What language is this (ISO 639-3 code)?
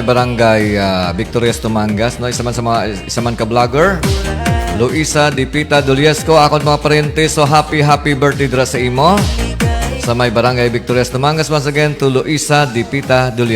hil